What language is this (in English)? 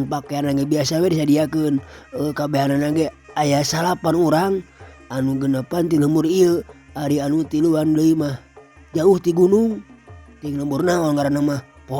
Sundanese